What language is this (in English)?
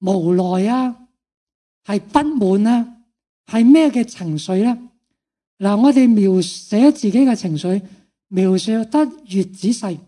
Cantonese